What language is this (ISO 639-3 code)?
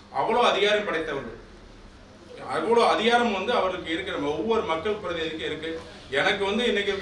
tam